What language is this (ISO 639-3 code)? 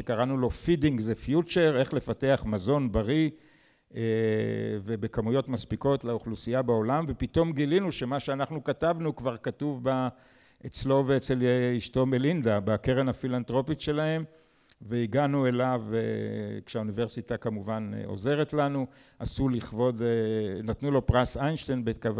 heb